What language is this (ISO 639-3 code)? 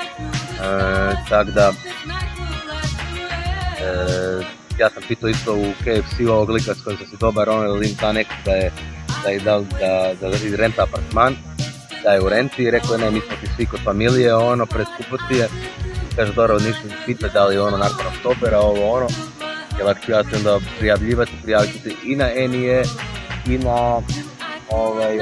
hrv